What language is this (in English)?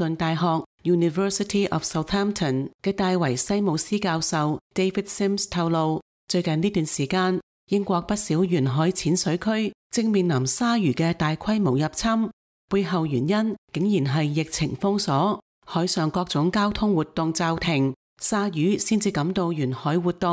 Cantonese